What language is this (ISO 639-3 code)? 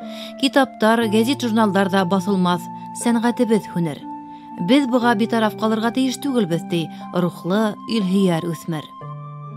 bak